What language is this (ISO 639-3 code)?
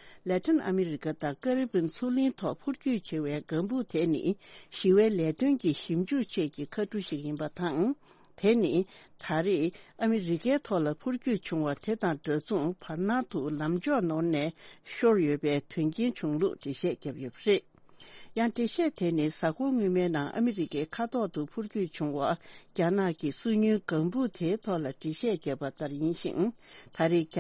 bod